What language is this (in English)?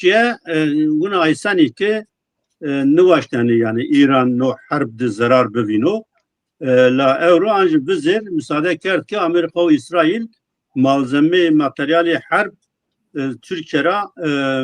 Zaza